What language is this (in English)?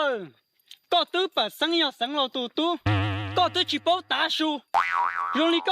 Hmong